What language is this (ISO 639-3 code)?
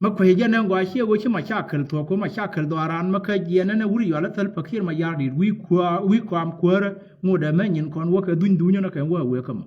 nus